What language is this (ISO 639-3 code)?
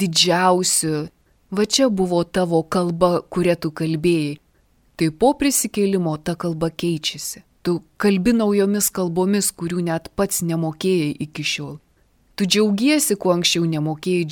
lit